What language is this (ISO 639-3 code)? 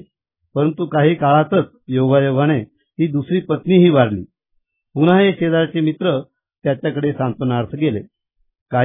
mar